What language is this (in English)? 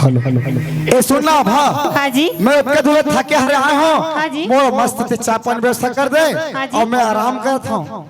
Chhattisgarhi